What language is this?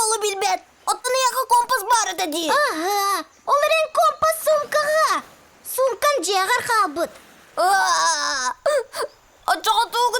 Yakut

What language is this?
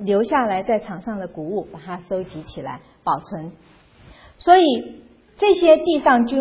Chinese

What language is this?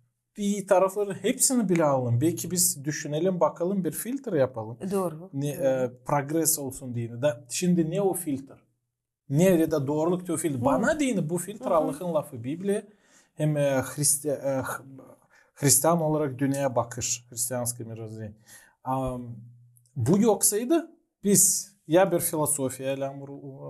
Gagauz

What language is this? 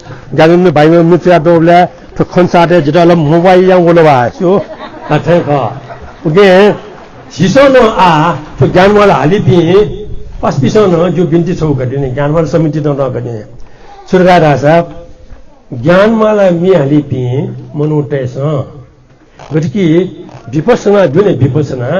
Newari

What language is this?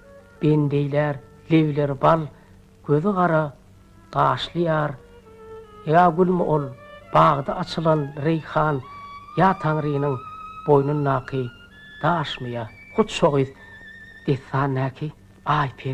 Turkmen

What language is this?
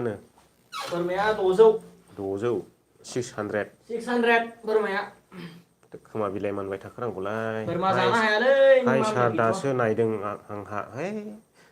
Bodo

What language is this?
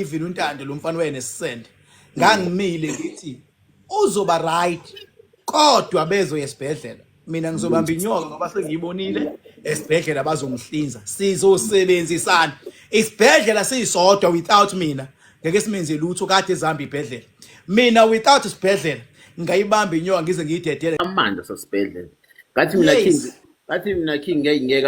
Zulu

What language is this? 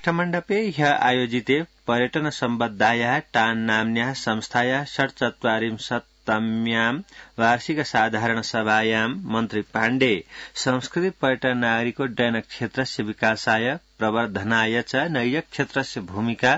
Sanskrit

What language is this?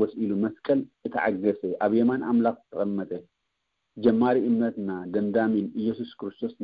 Tigrinya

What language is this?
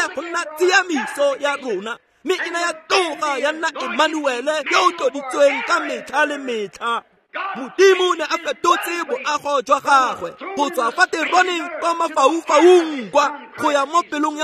Tswana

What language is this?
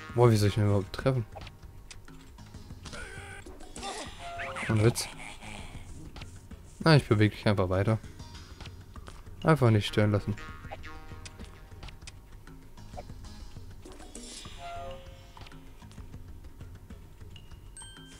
German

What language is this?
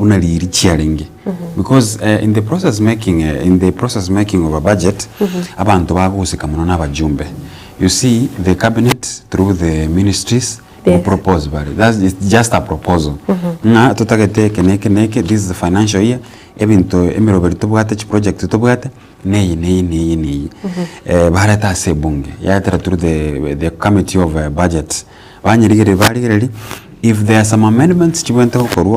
Gusii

